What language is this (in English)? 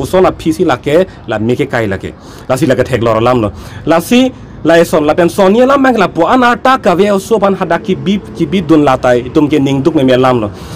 Karbi